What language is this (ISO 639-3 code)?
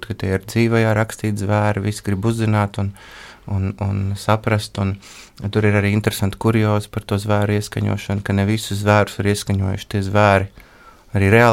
lav